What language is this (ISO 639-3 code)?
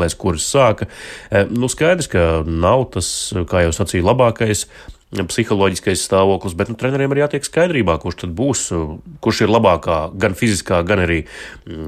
lav